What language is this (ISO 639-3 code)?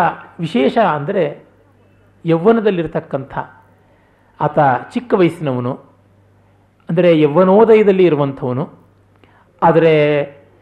kan